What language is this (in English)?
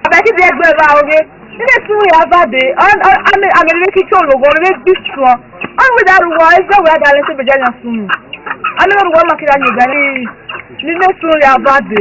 Esan